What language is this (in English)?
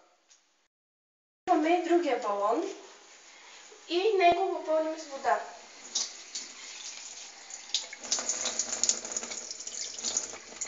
Bulgarian